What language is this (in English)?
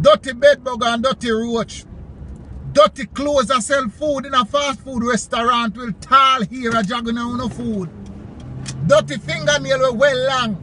Jamaican Creole English